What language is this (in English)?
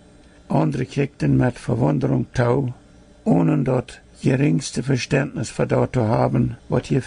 Plautdietsch